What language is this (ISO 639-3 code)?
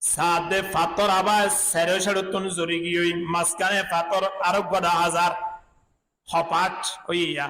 rhg